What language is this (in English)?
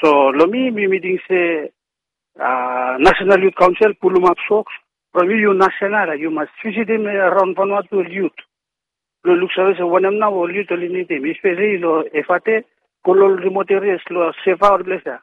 Bislama